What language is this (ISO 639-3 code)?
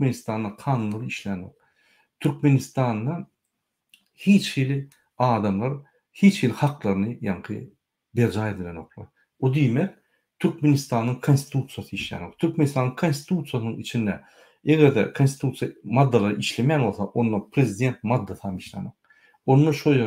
tuk